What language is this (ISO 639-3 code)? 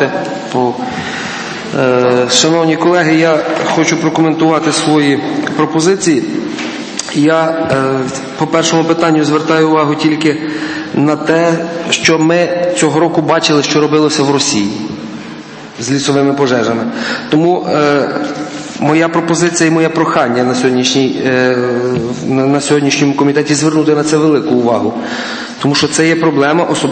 ukr